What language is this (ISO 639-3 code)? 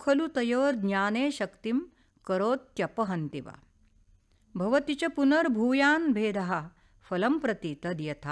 san